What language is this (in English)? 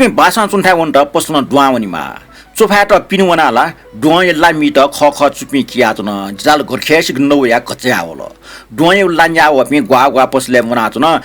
Newari